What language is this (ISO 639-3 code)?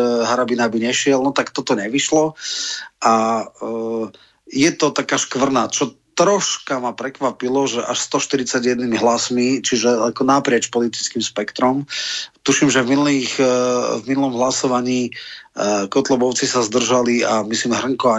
slk